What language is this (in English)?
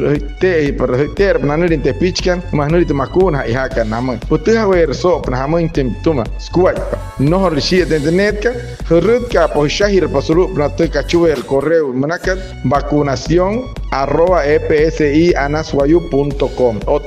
Wayuu